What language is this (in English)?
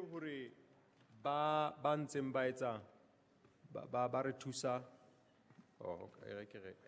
Southern Sotho